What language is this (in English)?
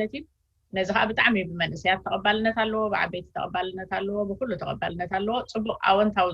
Tigrinya